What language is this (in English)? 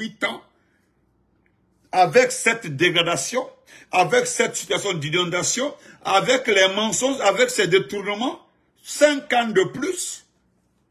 French